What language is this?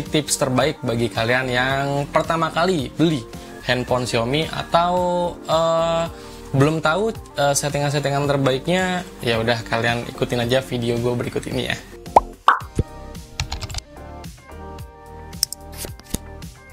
Indonesian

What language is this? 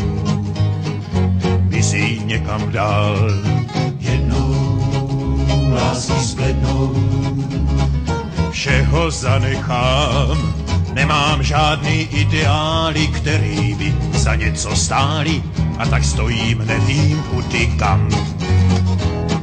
Czech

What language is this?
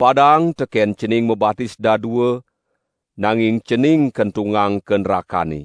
Balinese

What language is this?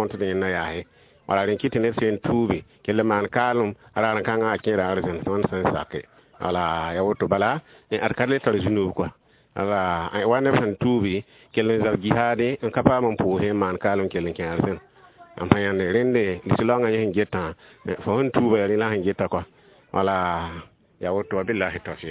Mossi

